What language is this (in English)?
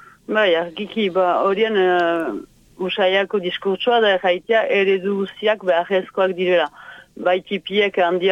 Basque